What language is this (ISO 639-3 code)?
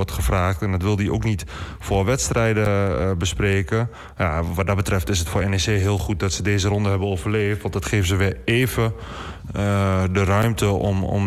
nld